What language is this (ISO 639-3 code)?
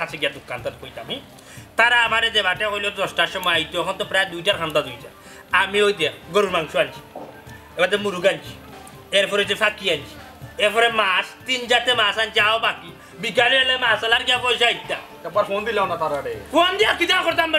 syl